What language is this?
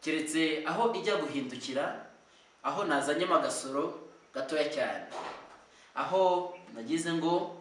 Kinyarwanda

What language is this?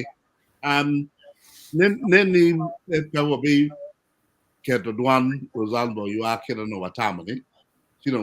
Acoli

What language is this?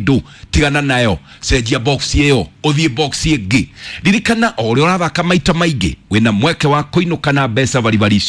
Kikuyu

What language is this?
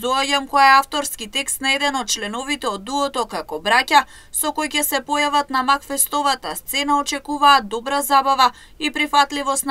Macedonian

